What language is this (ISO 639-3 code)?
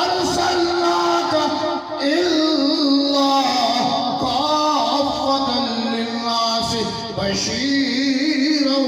bgp